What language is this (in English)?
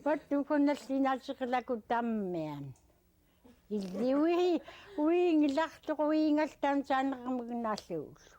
Central Yupik